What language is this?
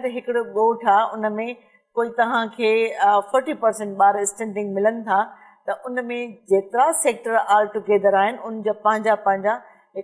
Sindhi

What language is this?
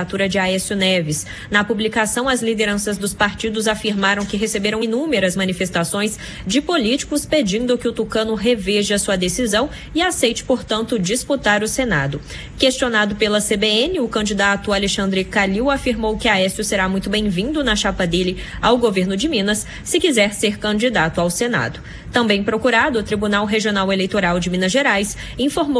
Portuguese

